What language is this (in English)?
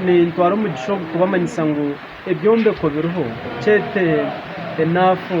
Nyankole